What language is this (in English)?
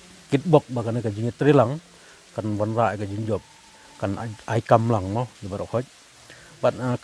Khasi